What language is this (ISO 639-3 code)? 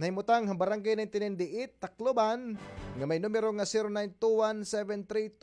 war